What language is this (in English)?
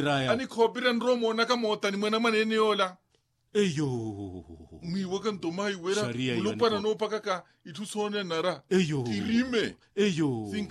Makhuwa